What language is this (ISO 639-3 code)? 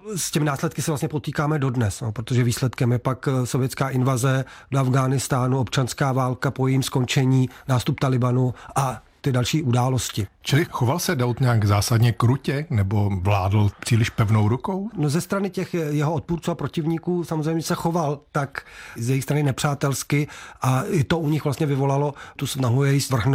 ces